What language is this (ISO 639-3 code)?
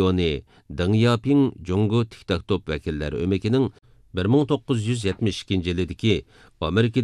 uig